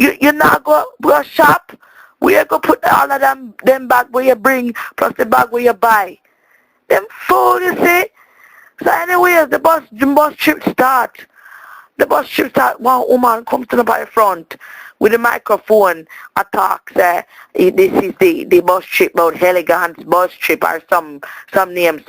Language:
Jamaican Creole English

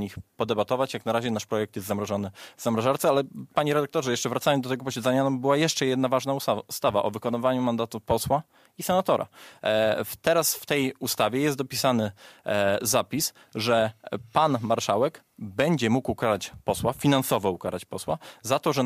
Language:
Polish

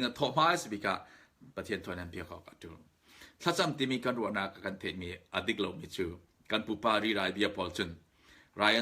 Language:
Falam Chin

